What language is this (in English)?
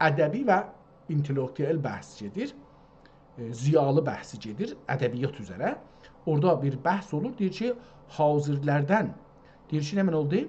South Azerbaijani